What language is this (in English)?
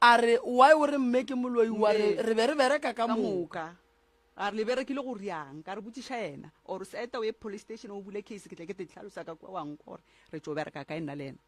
Northern Sotho